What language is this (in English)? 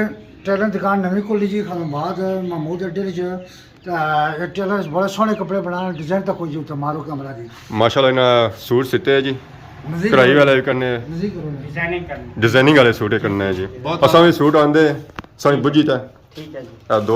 Pahari-Potwari